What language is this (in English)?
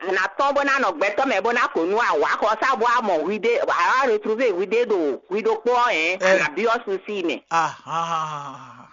Fon